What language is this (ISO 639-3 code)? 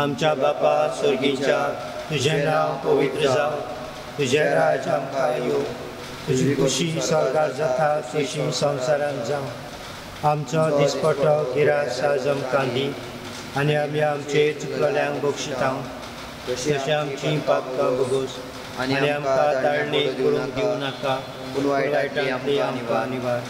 kok